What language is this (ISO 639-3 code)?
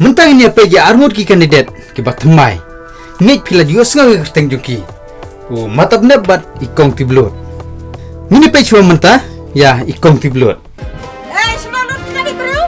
kha